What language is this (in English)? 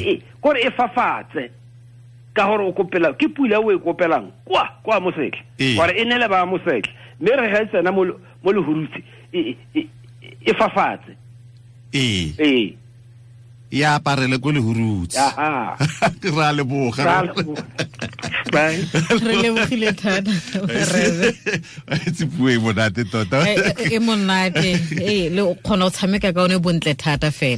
Tswana